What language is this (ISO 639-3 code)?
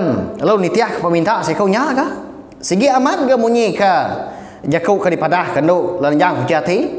iba